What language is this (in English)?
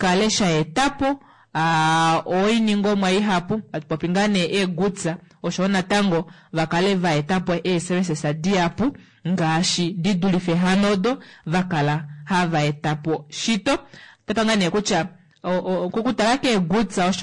Kuanyama